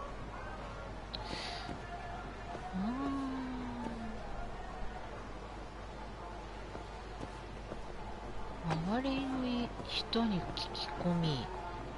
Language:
Japanese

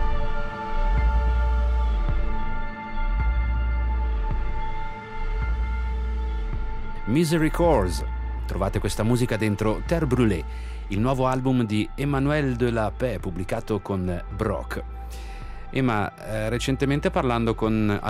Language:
Italian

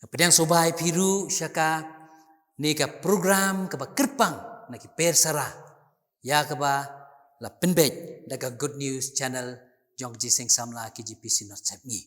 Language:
Khasi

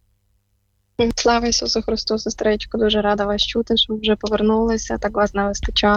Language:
Ukrainian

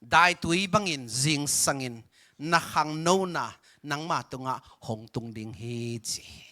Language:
Tedim Chin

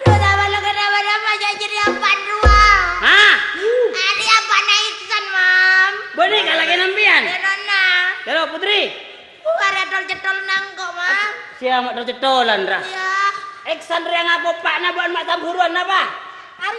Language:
Madurese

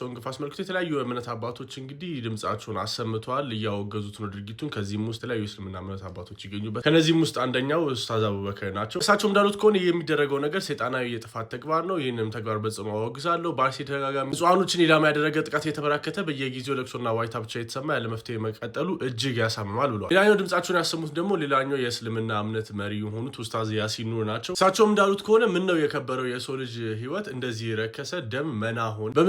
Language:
Amharic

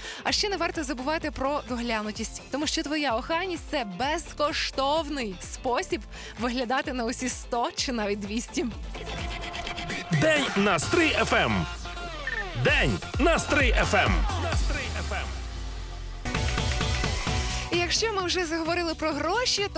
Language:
Ukrainian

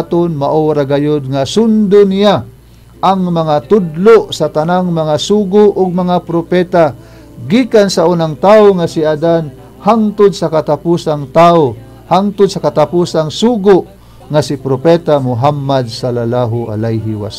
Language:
Cebuano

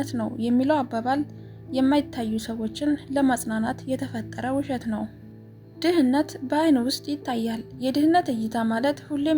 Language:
Amharic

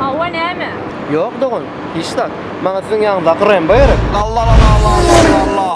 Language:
Turkmen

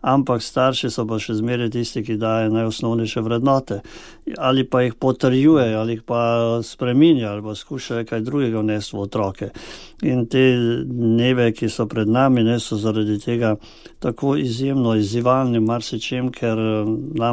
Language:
Slovenian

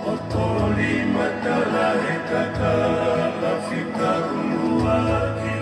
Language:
Tongan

